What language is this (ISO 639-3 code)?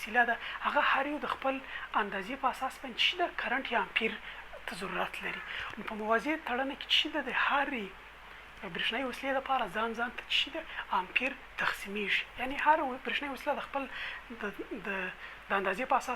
pus